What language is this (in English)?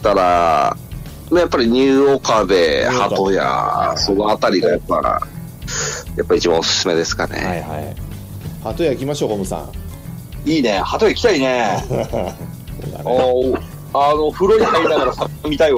Japanese